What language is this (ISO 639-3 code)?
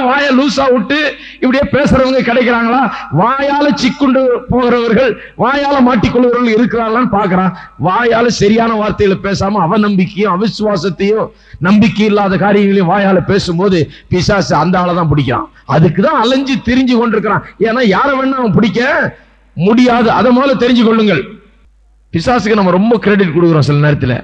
tam